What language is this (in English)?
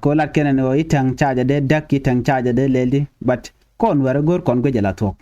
Nuer